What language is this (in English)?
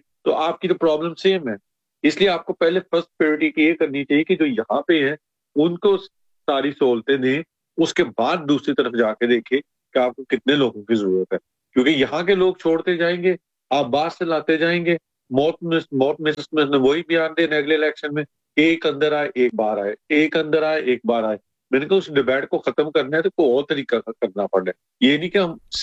Urdu